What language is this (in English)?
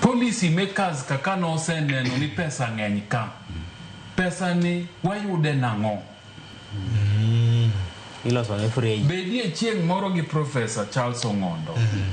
Luo (Kenya and Tanzania)